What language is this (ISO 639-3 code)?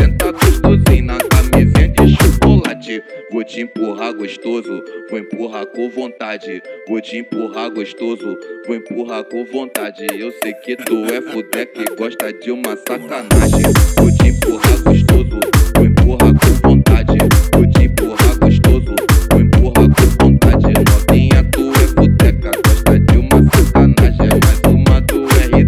por